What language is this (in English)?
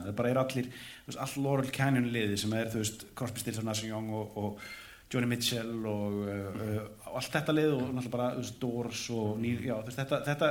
Icelandic